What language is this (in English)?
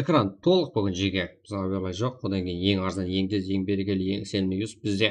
Kara-Kalpak